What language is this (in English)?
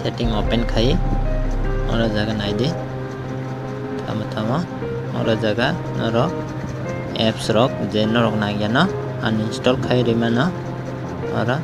Kok Borok